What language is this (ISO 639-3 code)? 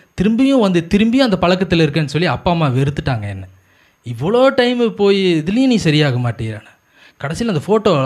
tam